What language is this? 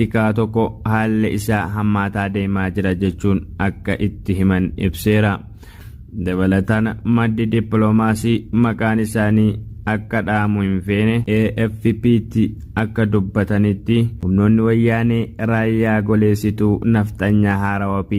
Oromo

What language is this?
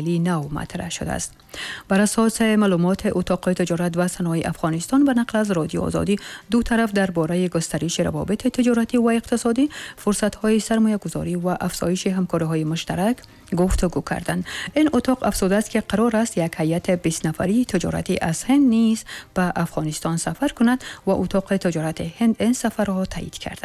Tajik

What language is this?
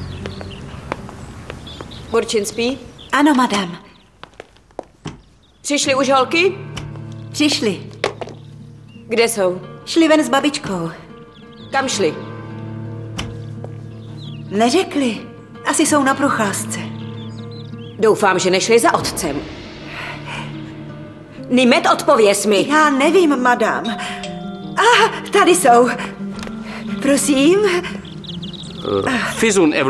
Czech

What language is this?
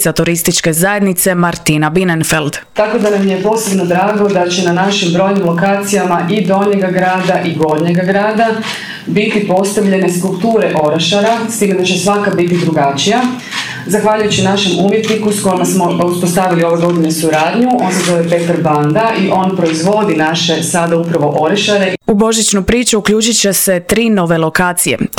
Croatian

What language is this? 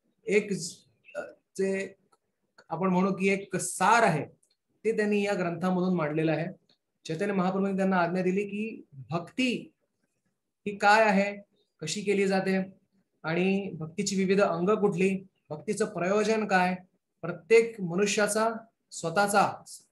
Marathi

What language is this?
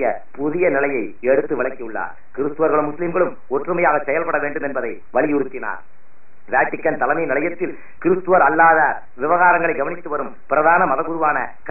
Tamil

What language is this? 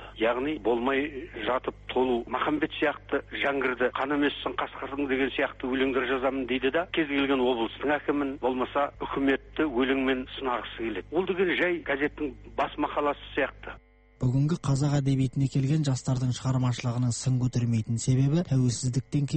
Kazakh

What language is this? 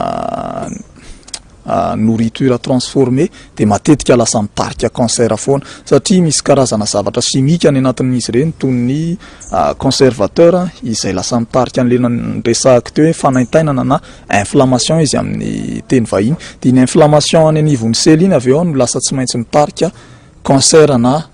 Malagasy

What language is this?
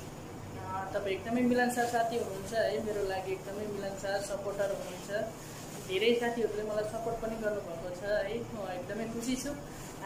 Nepali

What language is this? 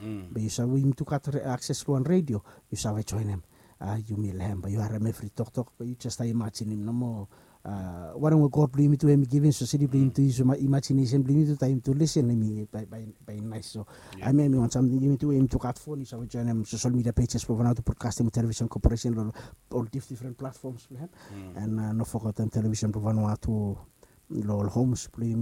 Bislama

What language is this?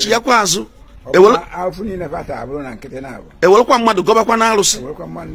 Igbo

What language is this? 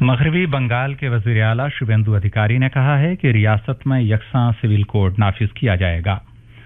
Urdu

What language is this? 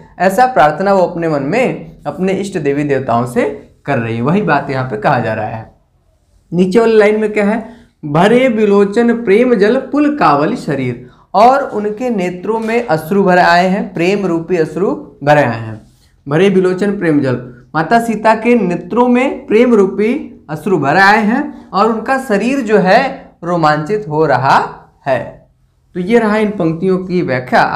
Hindi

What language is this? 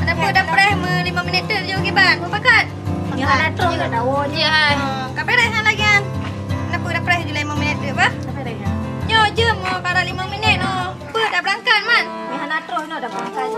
Achinese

